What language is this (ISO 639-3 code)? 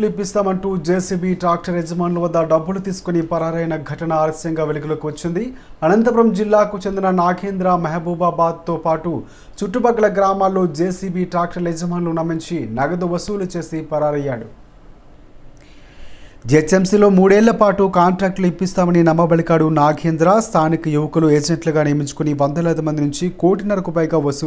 tel